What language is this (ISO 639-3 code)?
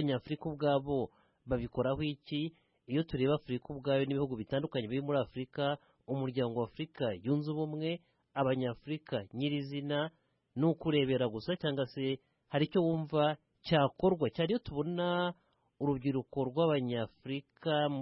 kin